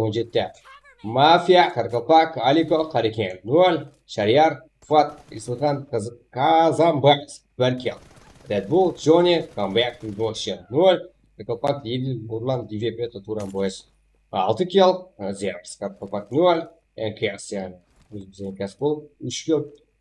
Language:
Kara-Kalpak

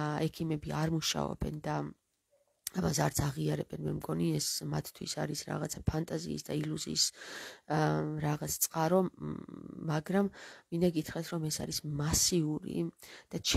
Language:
Georgian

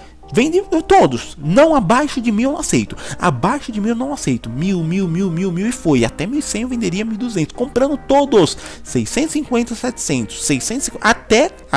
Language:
Portuguese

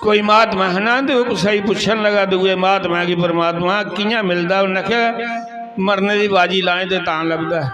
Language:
Dogri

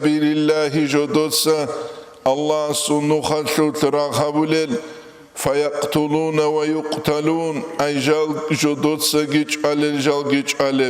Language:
Avaric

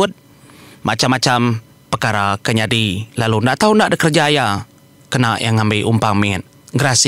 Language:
Iban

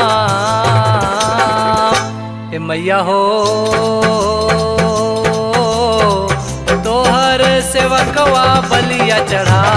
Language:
Bhojpuri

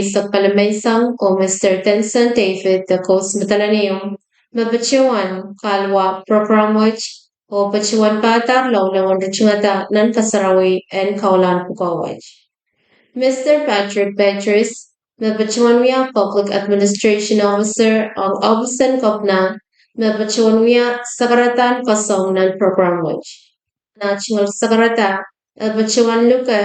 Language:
Pohnpeian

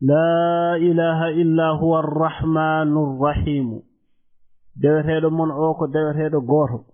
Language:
Fula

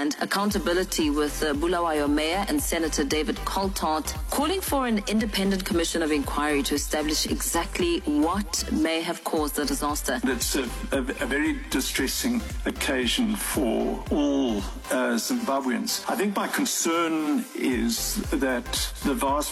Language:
English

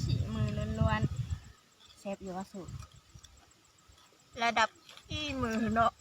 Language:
Lao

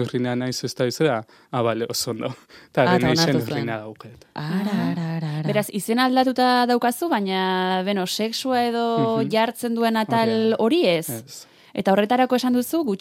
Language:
Basque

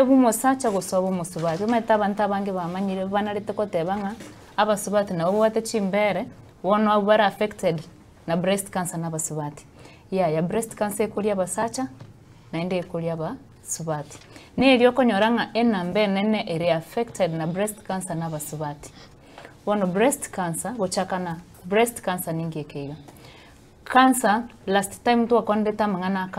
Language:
Gusii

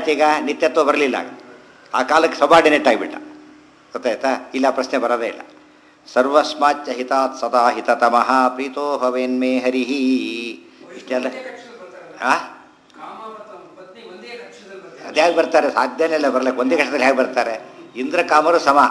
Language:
Kannada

